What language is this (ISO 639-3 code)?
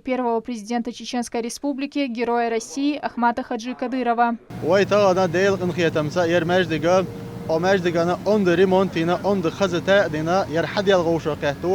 che